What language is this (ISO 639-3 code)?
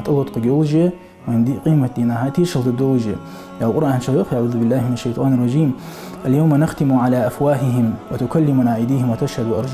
inh